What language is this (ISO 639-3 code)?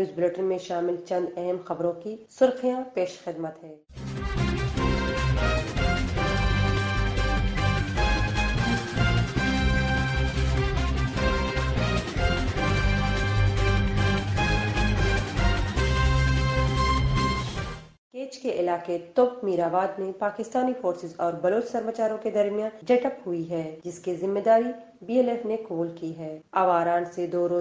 urd